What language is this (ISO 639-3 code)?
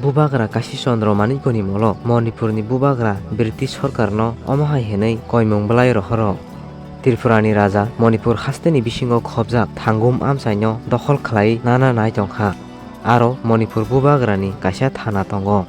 trp